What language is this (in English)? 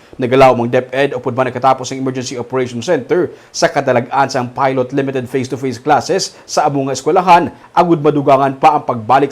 Hiligaynon